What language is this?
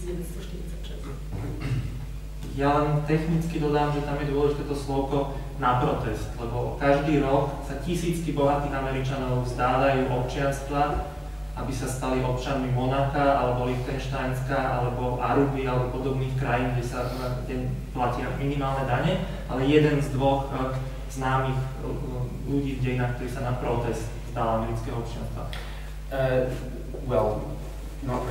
Slovak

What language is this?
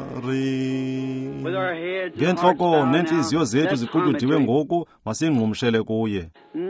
Xhosa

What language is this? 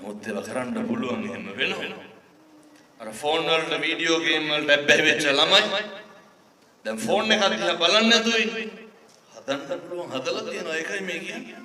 Sinhala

